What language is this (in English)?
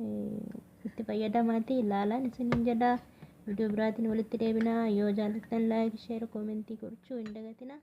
Oromo